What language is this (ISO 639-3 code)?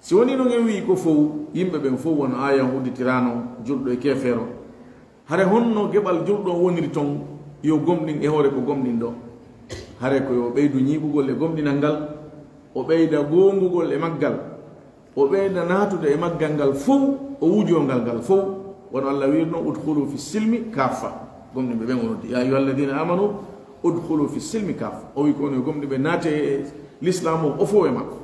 ful